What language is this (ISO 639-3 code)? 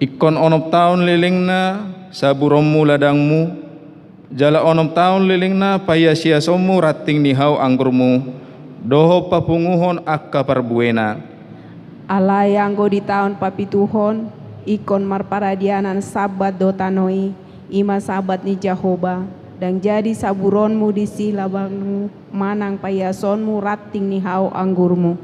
bbc